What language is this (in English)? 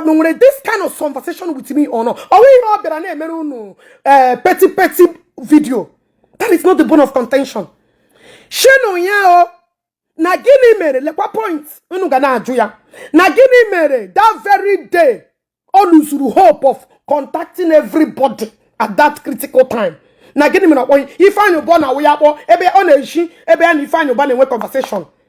Igbo